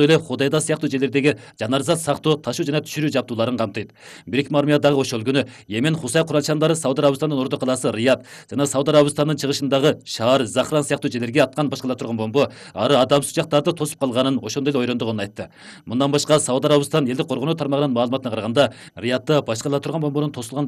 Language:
Kyrgyz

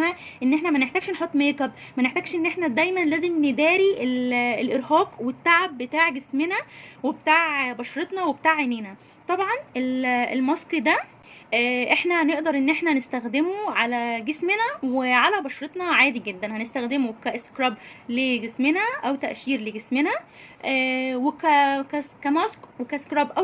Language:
Egyptian Arabic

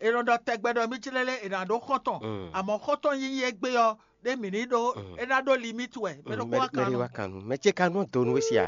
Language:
Fon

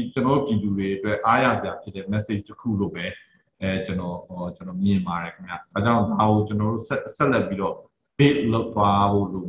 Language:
Burmese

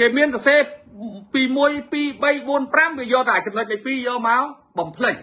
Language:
Khmer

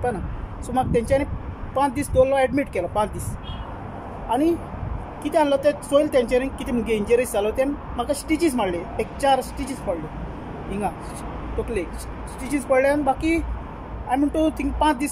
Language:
Konkani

